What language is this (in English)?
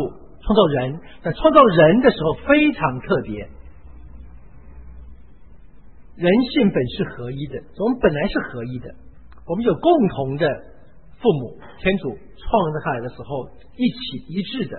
Chinese